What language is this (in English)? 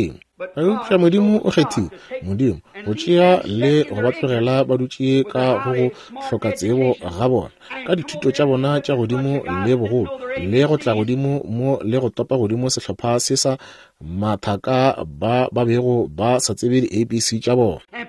Northern Sotho